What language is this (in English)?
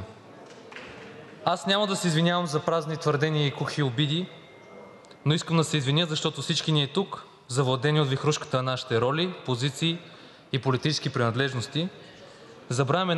Bulgarian